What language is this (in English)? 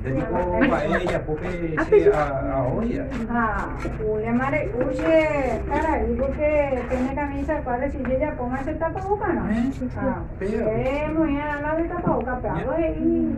Guarani